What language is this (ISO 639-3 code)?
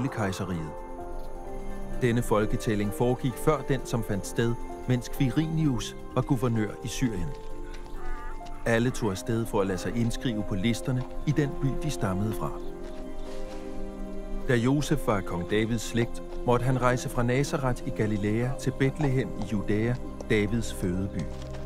dan